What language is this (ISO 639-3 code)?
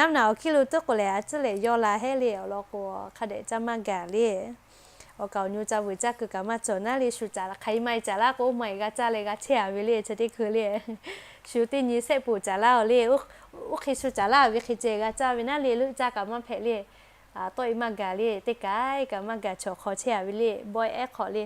lhu